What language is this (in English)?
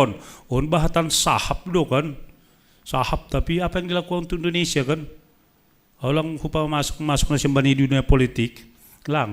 Batak Simalungun